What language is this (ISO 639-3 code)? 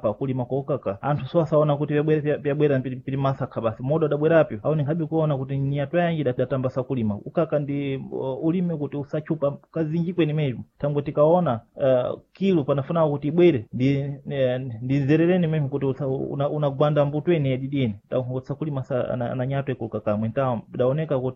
seh